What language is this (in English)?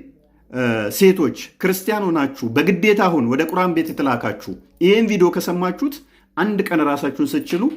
Amharic